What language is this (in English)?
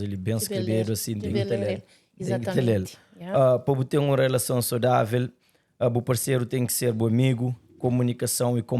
Kabuverdianu